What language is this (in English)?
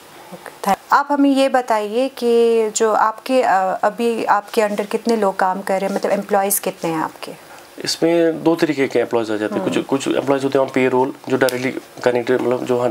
Hindi